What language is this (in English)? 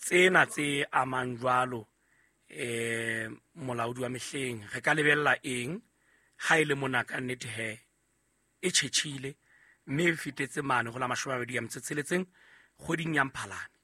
Southern Sotho